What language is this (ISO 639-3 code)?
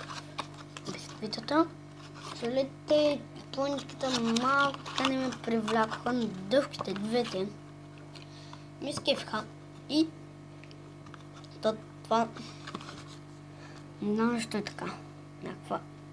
bul